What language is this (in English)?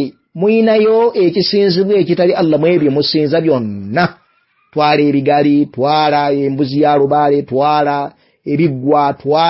Ganda